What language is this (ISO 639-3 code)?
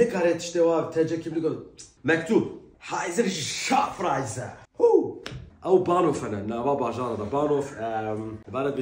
kur